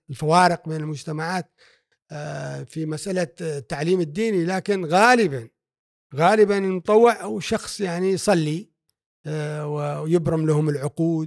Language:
Gulf Arabic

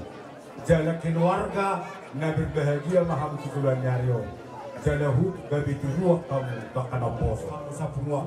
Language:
Batak Toba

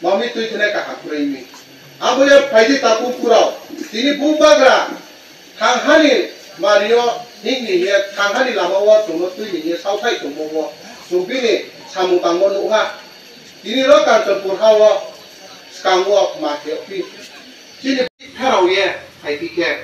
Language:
Kok Borok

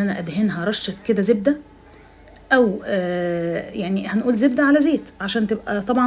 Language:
Egyptian Arabic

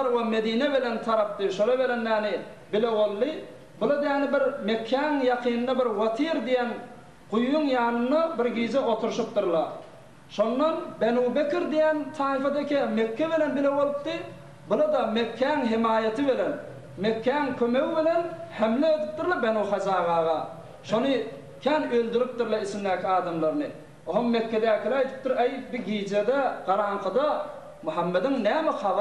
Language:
Turkmen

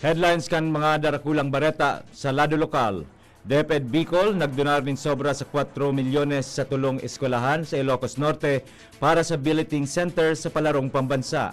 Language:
Bikol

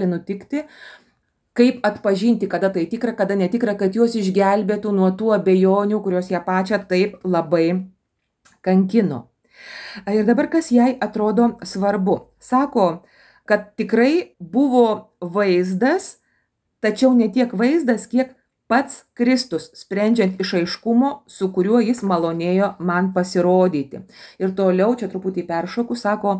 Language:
Lithuanian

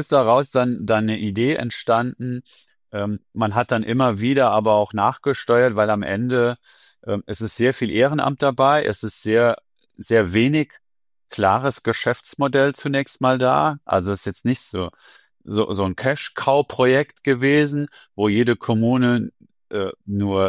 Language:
German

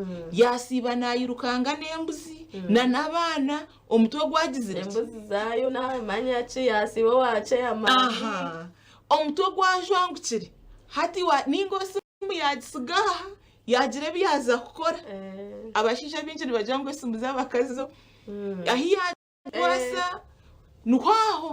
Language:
Nyankole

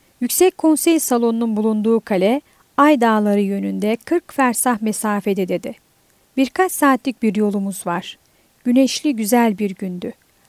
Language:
Turkish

